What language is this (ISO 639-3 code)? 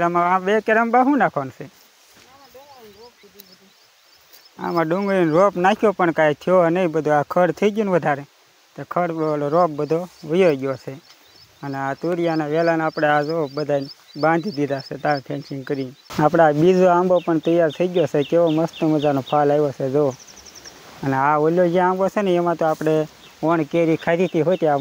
guj